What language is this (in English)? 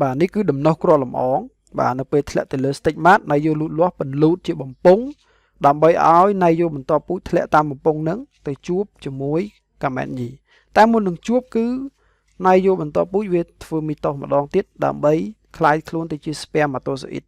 Khmer